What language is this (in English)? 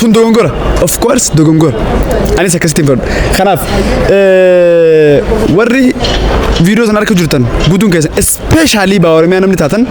Oromo